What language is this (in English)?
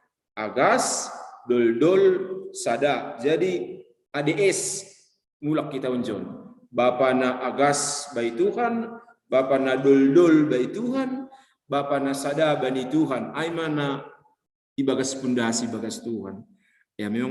Batak Simalungun